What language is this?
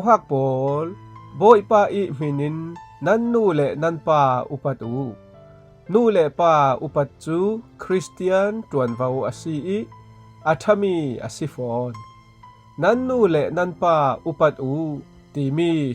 Falam Chin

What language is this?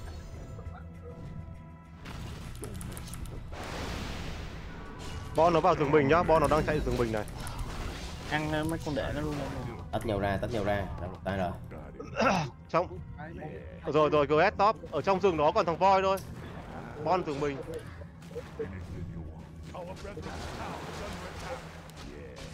Vietnamese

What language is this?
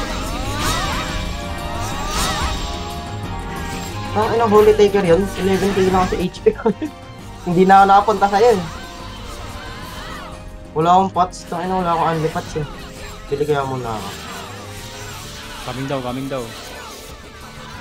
Filipino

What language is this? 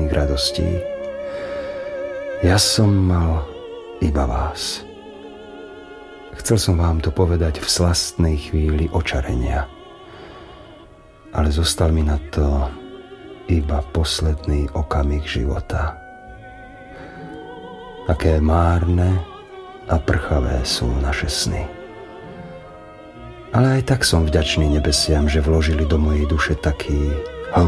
Slovak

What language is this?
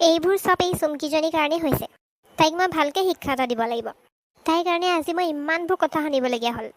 Assamese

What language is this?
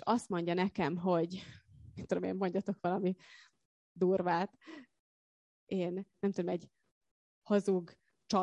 Hungarian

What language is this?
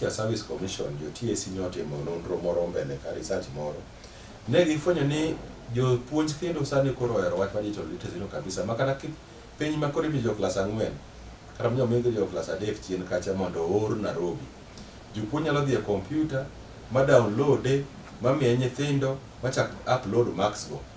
Luo (Kenya and Tanzania)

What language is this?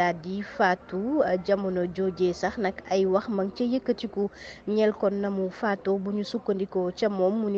Wolof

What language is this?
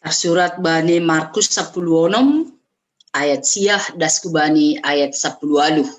Batak Simalungun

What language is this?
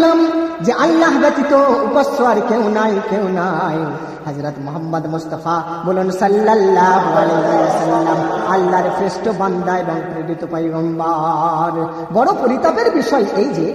Bangla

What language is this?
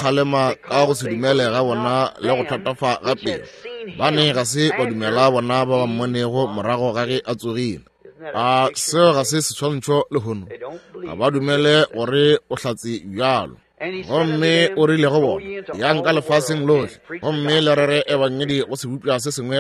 Northern Sotho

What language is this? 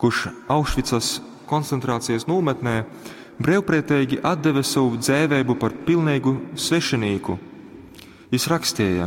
Latgalian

